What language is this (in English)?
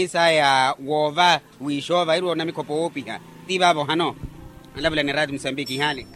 Makhuwa